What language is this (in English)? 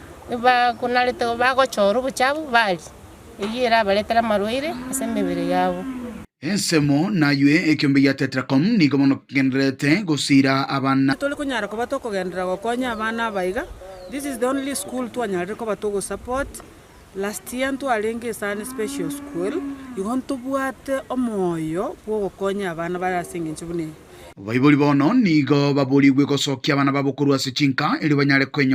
Gusii